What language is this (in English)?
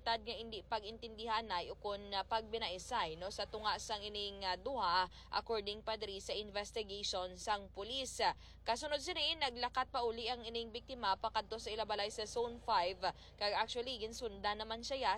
Hiligaynon